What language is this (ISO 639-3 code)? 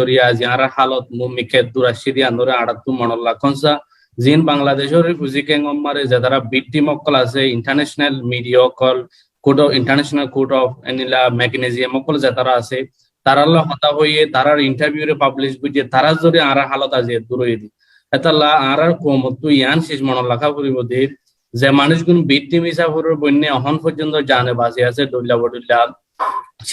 rhg